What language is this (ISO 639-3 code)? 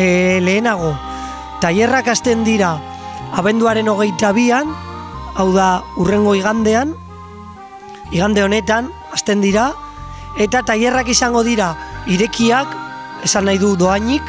eus